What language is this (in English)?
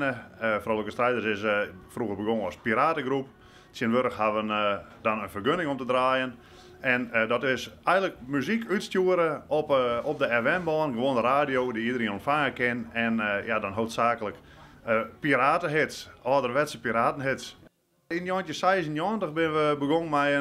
Western Frisian